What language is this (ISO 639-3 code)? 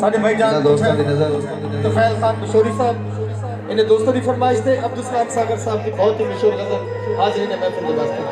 skr